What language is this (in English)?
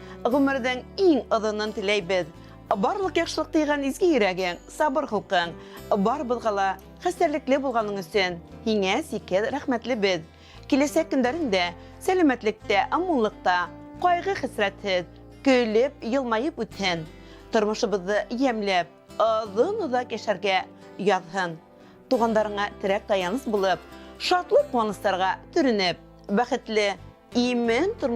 Bashkir